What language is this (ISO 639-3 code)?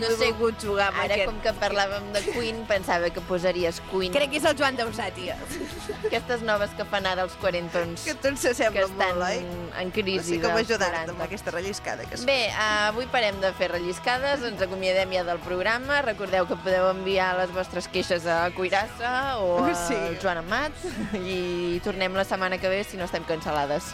cat